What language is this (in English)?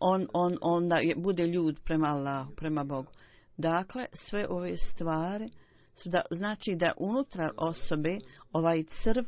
Bosnian